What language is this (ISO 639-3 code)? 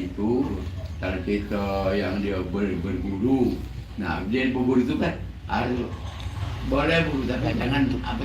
mui